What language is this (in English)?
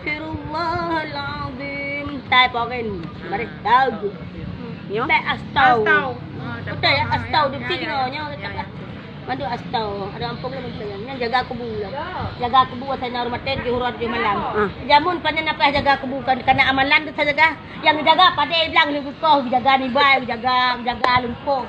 Achinese